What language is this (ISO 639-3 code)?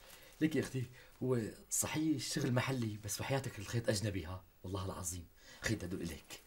apc